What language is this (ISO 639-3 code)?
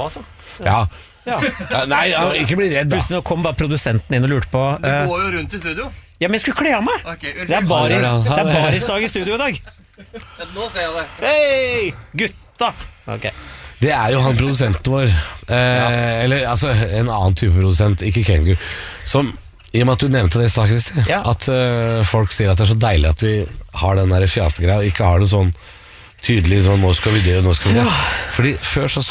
nor